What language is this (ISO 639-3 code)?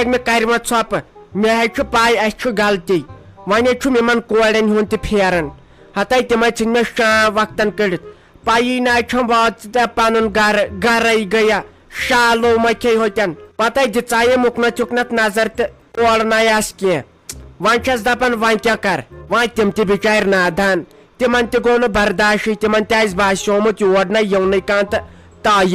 kas